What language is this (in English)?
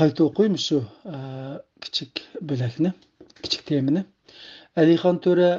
Uyghur